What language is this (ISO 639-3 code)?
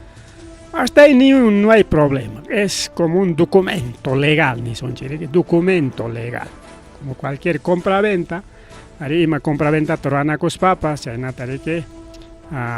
quy